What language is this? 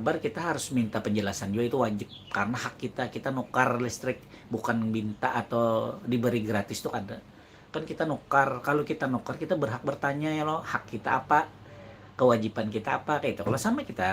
Banjar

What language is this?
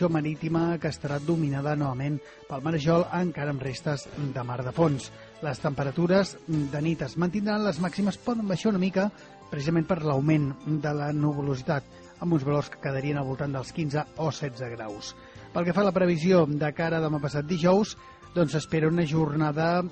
Catalan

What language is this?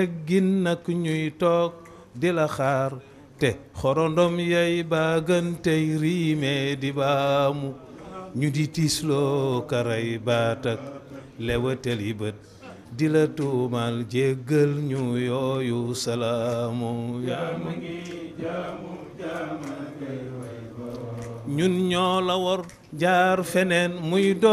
Wolof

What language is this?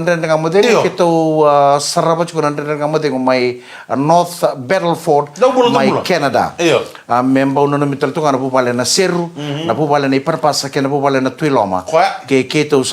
Fijian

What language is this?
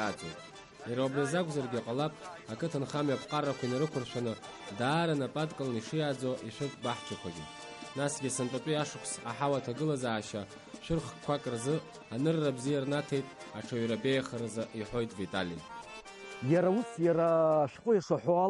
Abkhazian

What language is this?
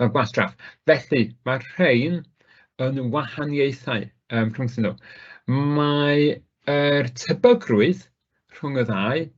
Welsh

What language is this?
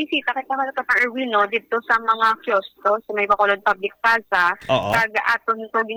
Hiligaynon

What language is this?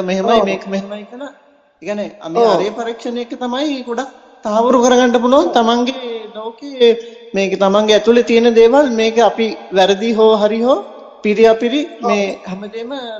Sinhala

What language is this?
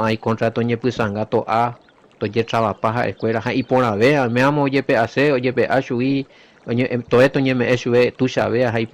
Guarani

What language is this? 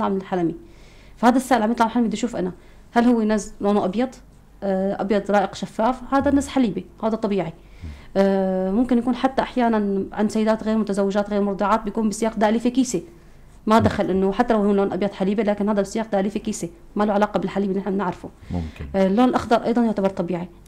North Levantine Arabic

